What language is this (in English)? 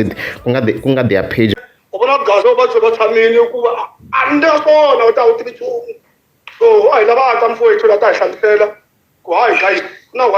Tsonga